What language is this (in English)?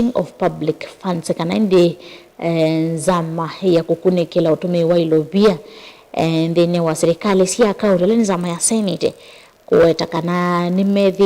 Kamba